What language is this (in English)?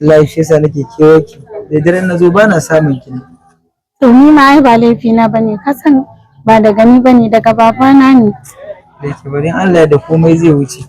Hausa